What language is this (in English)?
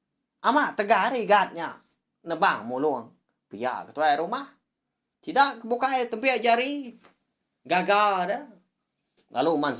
Iban